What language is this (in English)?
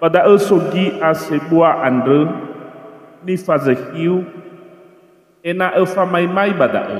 Nias